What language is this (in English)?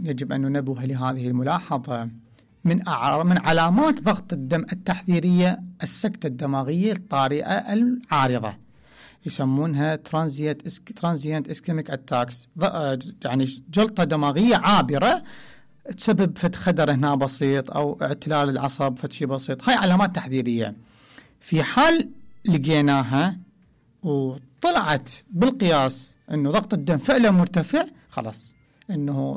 Mesopotamian Arabic